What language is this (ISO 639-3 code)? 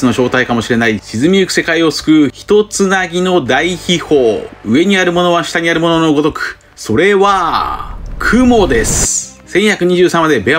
jpn